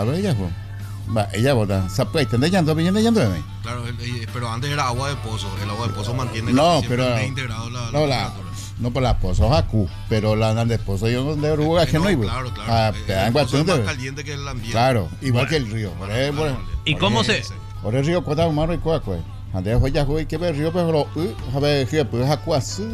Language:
Spanish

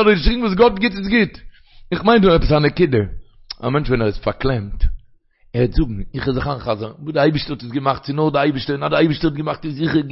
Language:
Yiddish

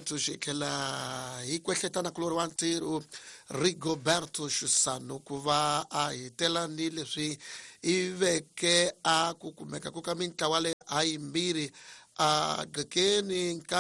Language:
Tsonga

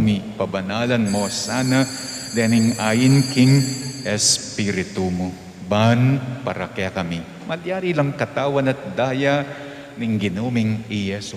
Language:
Pampanga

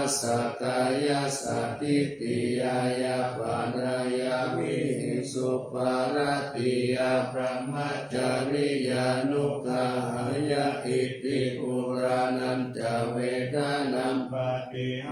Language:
Pali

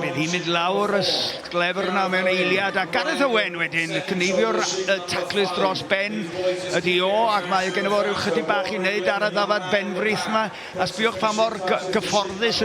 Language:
Welsh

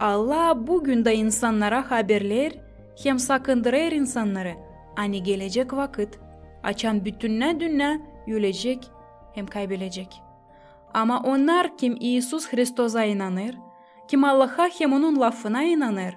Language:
Gagauz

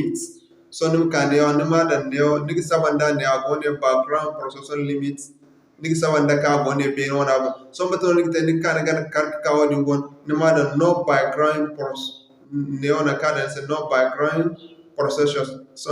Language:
Zarma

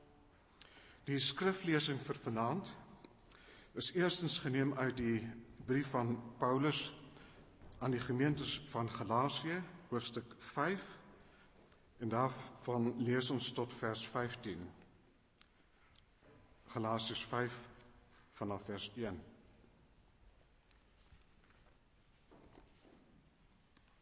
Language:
Afrikaans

